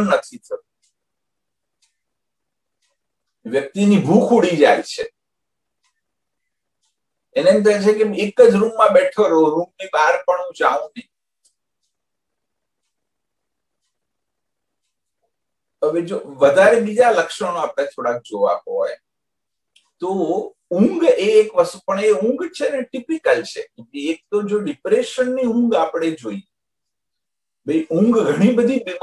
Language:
Gujarati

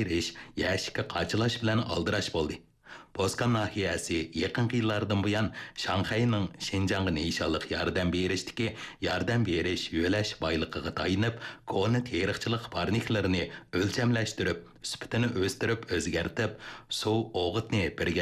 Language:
Uyghur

